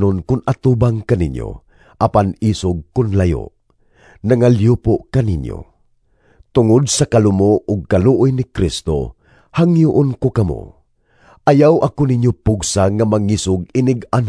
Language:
Cebuano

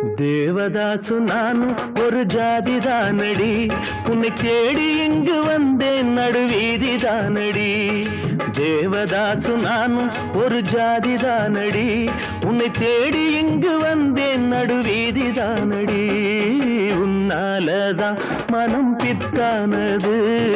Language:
Tamil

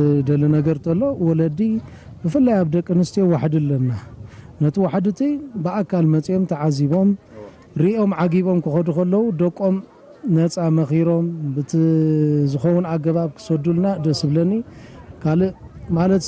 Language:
Tigrinya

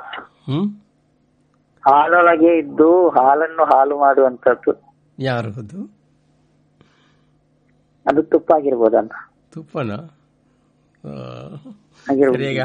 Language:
Kannada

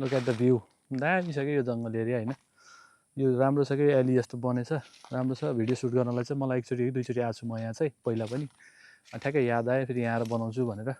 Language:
Nepali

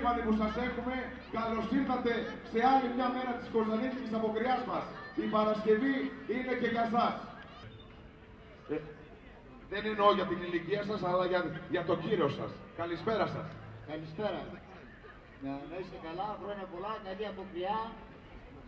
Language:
Greek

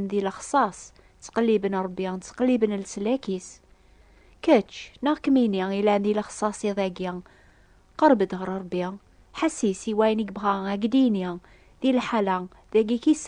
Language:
Kabyle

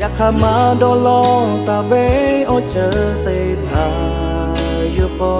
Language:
Lahu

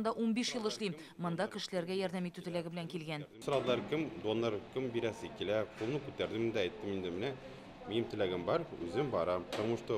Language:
Tatar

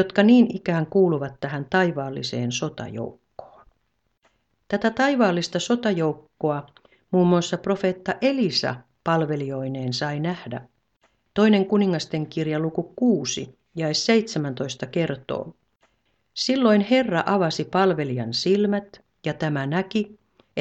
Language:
Finnish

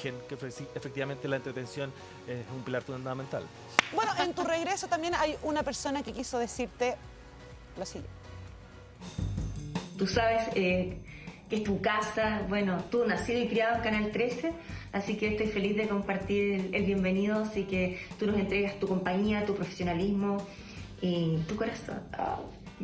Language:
Spanish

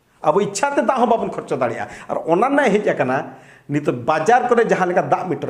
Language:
Santali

